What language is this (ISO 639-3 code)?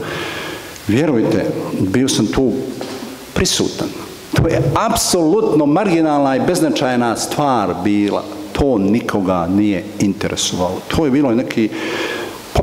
bos